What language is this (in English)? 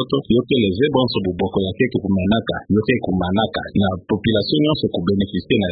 Kituba (Democratic Republic of Congo)